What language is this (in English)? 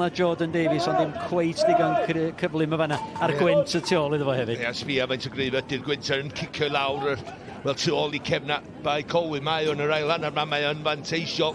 Welsh